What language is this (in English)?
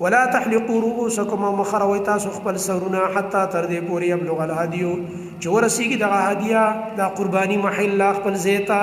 Pashto